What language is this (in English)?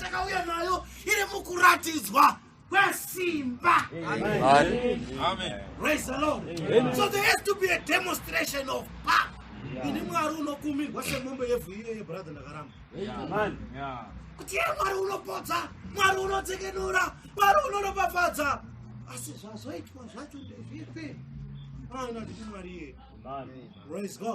Shona